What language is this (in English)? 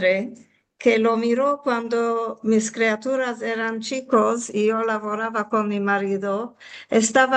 Ladino